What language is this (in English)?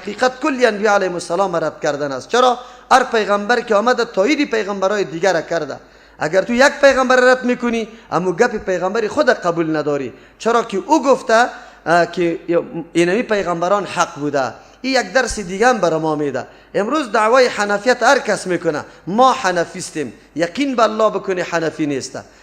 Persian